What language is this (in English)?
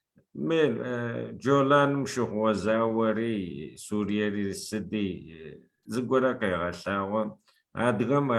Adyghe